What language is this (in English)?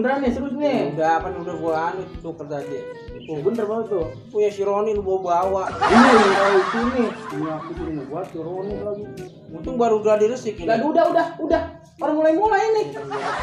Betawi